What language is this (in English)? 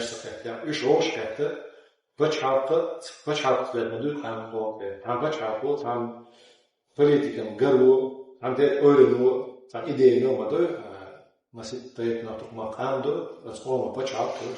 Chechen